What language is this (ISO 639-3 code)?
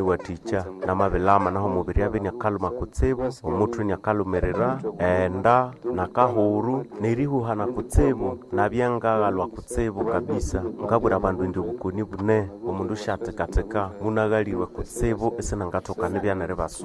nnb